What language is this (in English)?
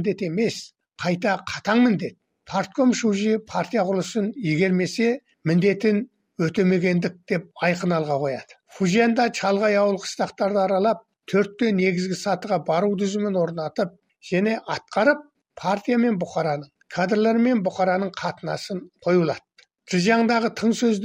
Kazakh